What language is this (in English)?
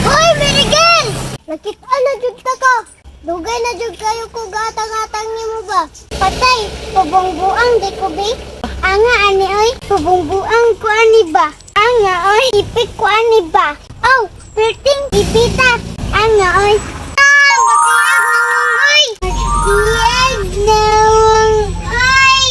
Cebuano